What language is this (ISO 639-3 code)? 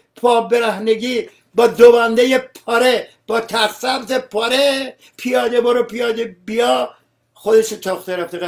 fas